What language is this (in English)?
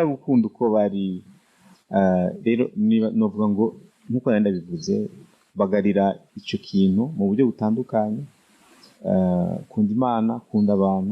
Rundi